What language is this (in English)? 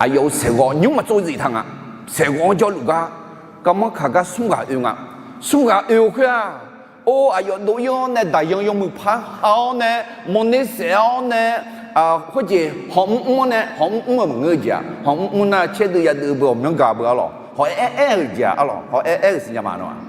Akha